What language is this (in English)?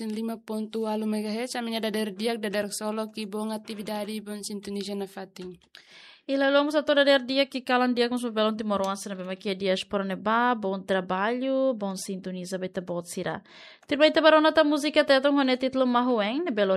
Tetum